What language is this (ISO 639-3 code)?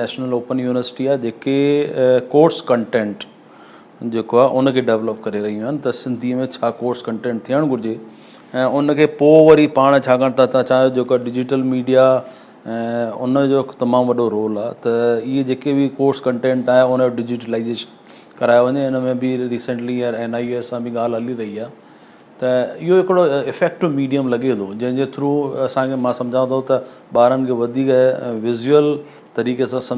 snd